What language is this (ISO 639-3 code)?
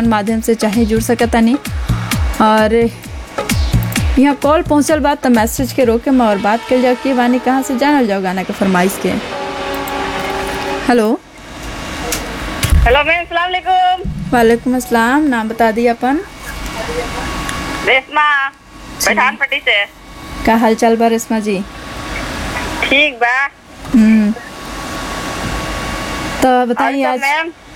bho